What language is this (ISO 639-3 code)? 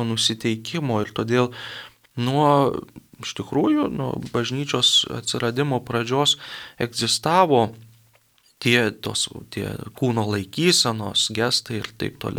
lit